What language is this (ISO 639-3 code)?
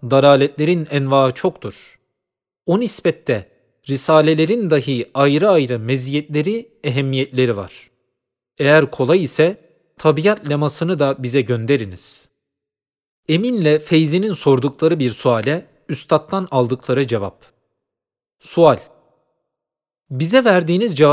tur